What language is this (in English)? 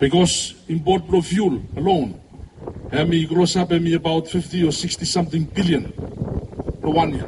Bislama